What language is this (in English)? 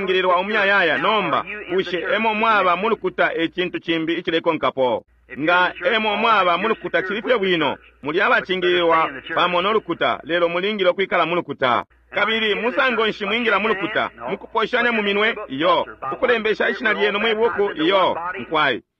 Bemba